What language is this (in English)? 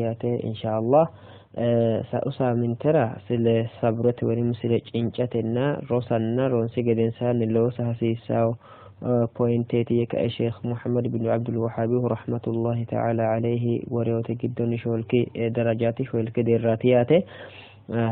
Sidamo